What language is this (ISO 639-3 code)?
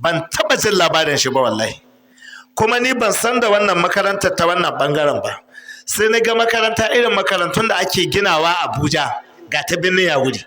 hau